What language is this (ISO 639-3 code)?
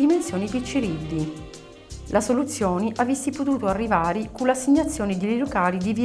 scn